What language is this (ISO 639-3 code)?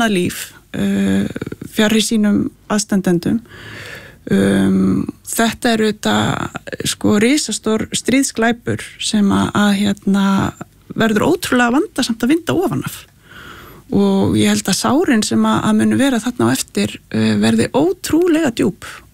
isl